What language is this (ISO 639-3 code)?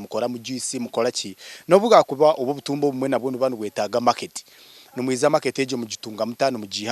nyn